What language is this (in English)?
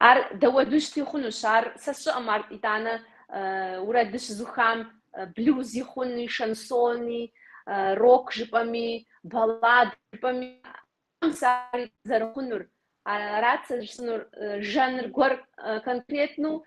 Kabardian